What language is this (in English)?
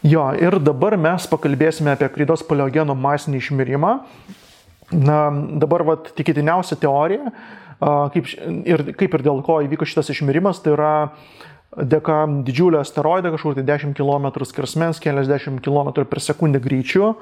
Lithuanian